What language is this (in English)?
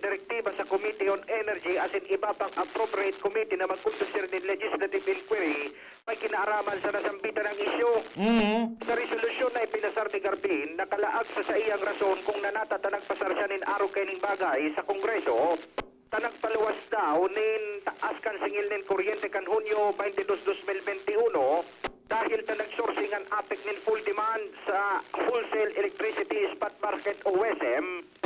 Bikol